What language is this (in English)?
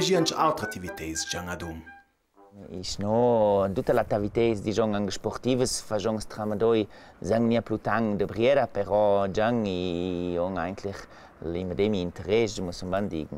Ladin